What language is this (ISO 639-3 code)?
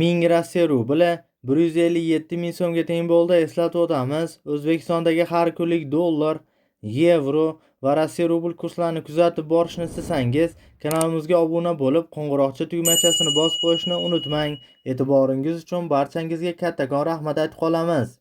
uzb